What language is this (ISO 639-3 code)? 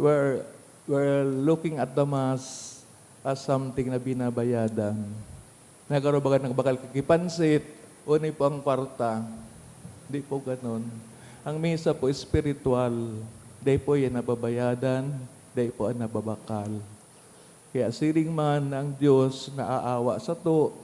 bik